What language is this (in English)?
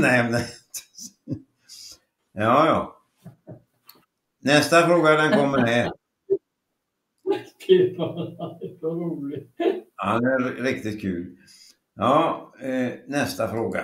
Swedish